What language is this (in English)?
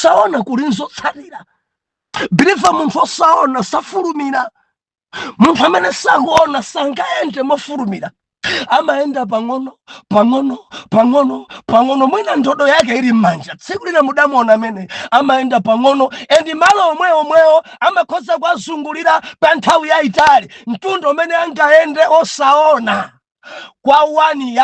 Nyanja